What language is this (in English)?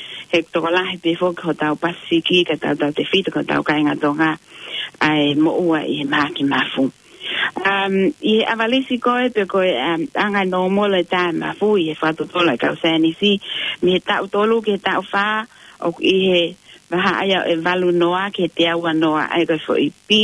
Tongan